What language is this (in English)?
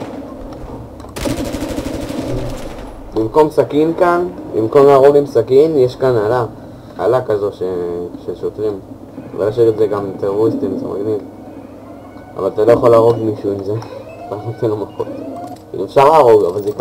Hebrew